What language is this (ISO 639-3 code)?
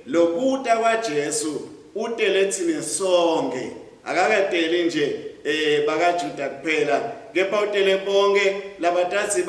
ssw